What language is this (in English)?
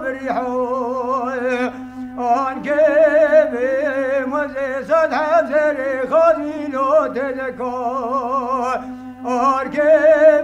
Kurdish